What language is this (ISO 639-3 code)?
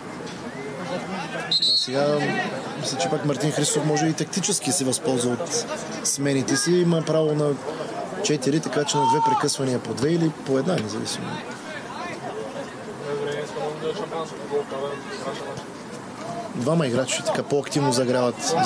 bul